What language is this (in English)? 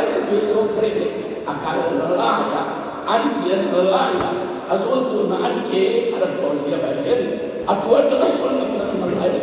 Hakha Chin